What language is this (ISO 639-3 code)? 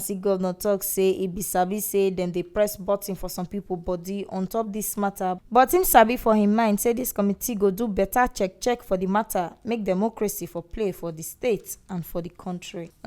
pcm